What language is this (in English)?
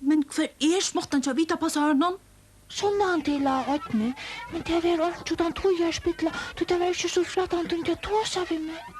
Faroese